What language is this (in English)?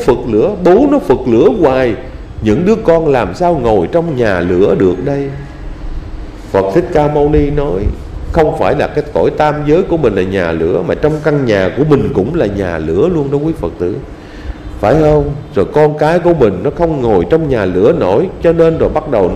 Vietnamese